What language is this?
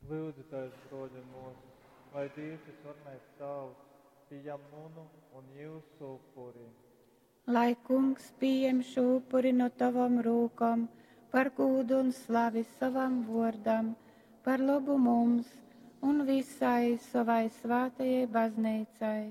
Latgalian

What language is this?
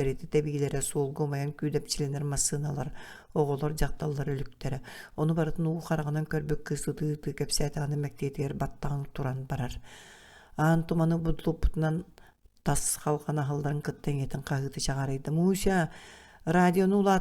Yakut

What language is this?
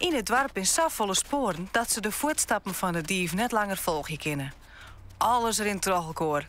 Western Frisian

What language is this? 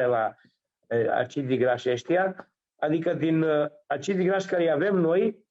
Aromanian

